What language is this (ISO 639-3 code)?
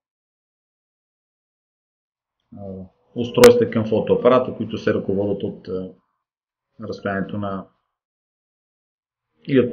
bul